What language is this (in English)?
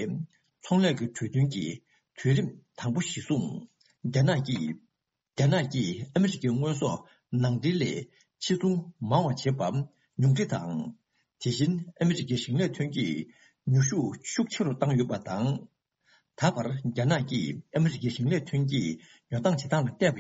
Tibetan